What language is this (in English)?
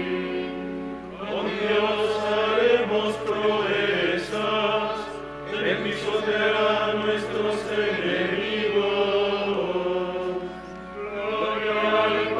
Spanish